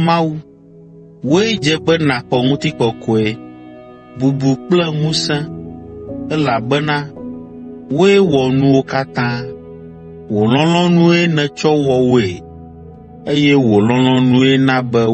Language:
Ewe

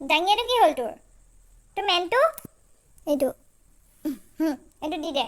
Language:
Assamese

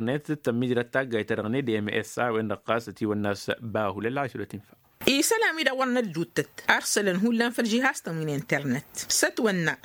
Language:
Tamasheq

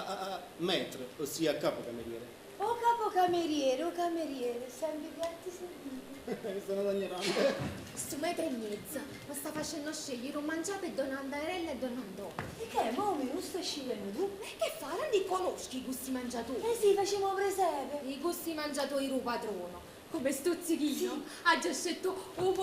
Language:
Neapolitan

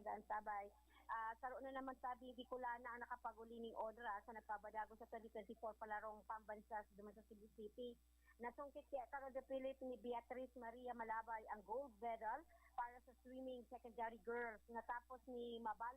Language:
Bikol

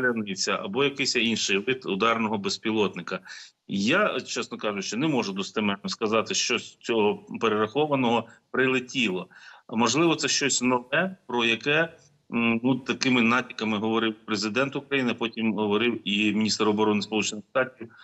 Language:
Ukrainian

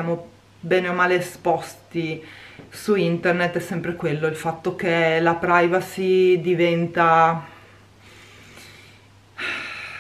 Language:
Italian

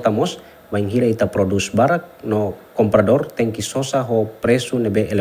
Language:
Tetum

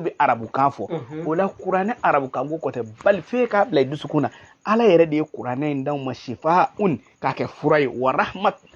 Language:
Bambara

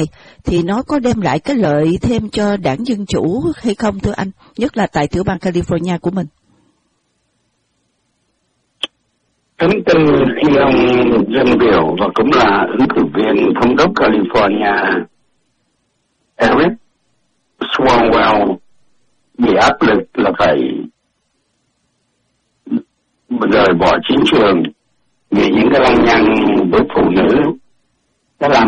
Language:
Vietnamese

